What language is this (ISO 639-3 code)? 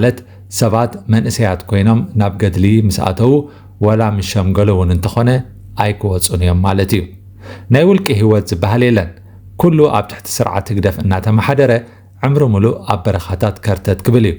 tir